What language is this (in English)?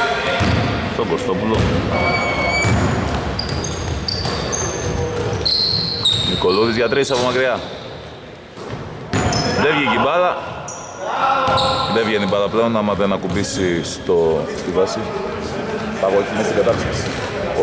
Greek